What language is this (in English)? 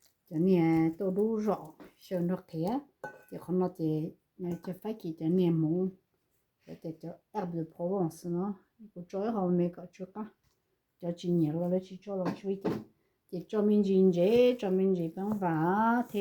Hmong